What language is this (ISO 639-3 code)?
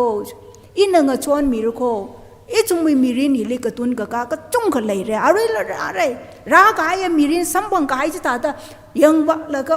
nmf